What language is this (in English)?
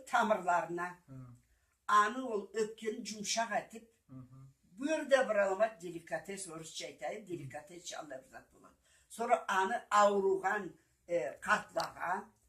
Karachay-Balkar